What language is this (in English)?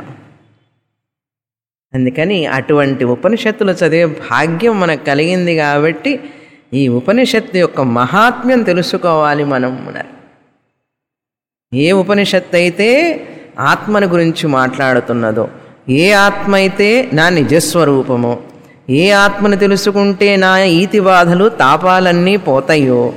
Telugu